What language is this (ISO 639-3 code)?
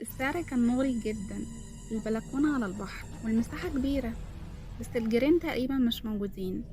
arz